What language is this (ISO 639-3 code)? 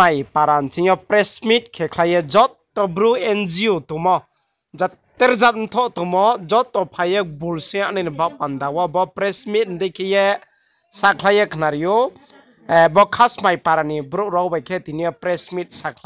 ria